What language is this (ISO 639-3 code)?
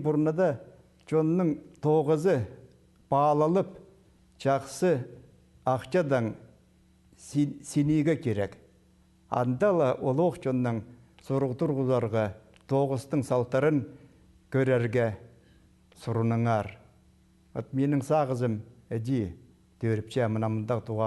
kjh